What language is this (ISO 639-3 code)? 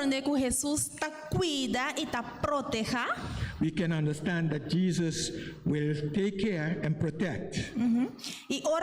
pap